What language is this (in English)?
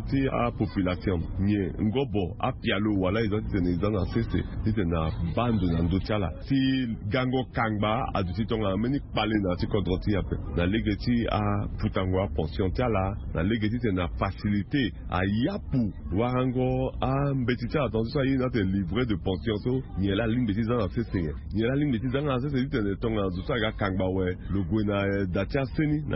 Sango